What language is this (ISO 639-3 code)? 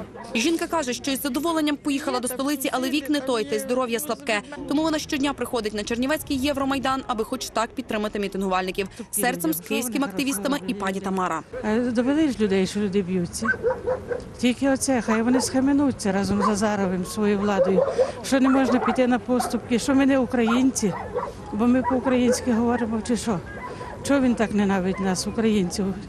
ukr